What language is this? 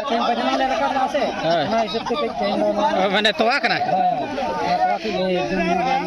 Santali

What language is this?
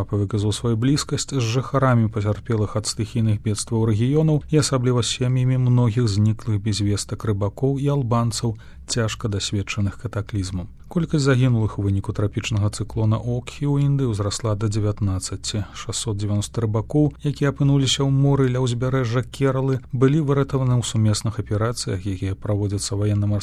Belarusian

